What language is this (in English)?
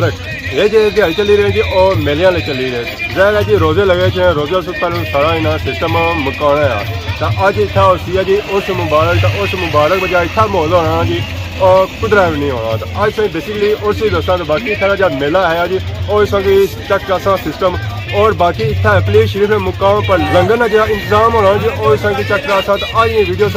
Pahari-Potwari